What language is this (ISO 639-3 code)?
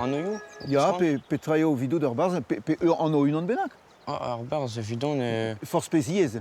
bre